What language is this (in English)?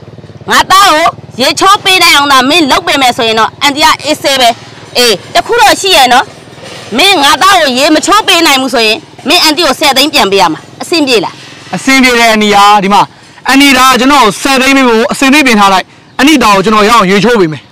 Burmese